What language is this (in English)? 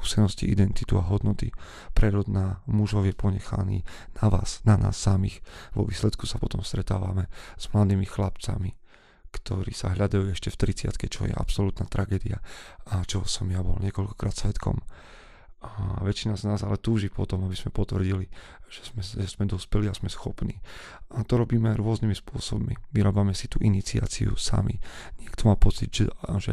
Slovak